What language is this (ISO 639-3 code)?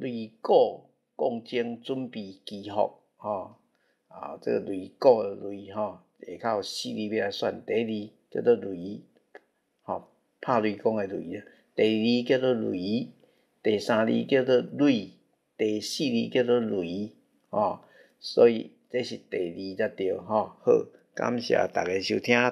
nan